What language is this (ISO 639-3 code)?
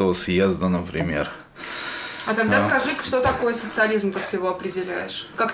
rus